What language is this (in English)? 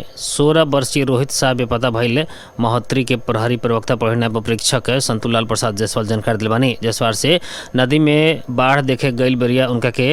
Bhojpuri